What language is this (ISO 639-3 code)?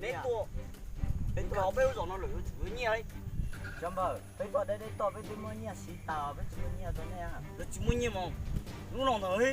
hmn